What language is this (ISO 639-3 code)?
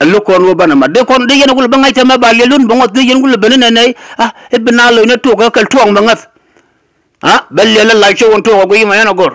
nus